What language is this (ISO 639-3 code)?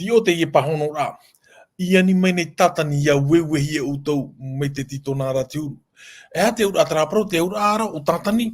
tah